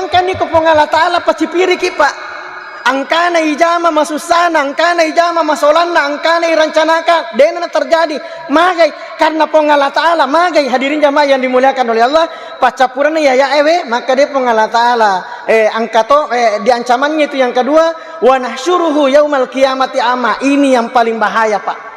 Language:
Buginese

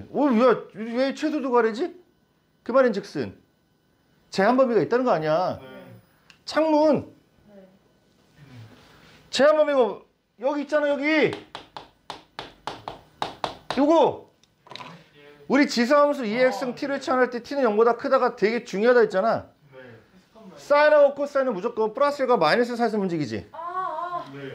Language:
Korean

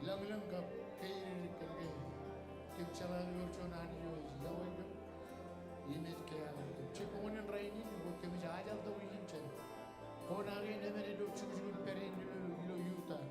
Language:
Marshallese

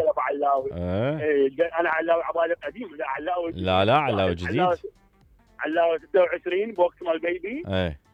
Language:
Mesopotamian Arabic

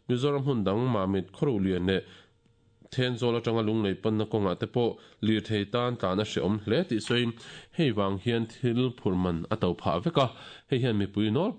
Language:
Mizo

